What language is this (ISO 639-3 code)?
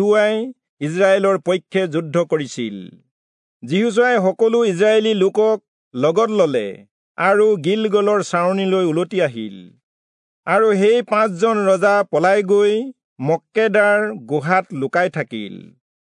asm